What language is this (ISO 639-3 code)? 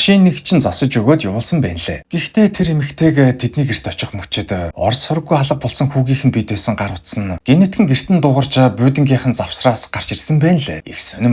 mon